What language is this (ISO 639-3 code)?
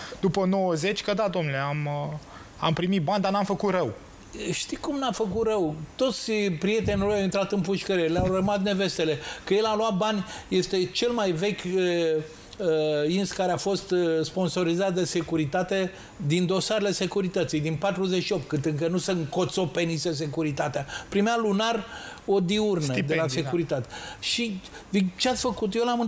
ron